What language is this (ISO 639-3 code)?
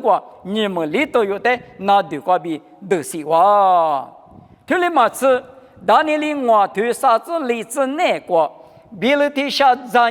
lis